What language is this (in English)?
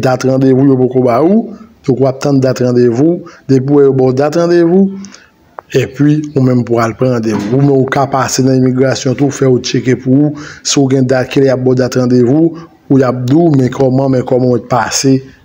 Haitian Creole